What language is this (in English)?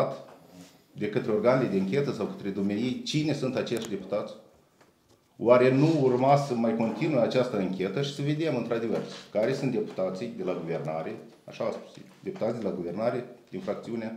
Romanian